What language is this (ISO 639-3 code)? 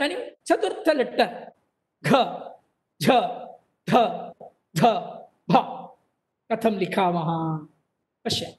san